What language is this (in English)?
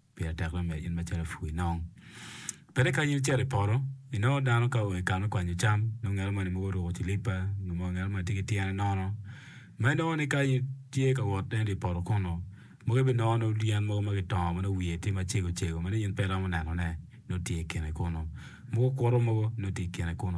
Acoli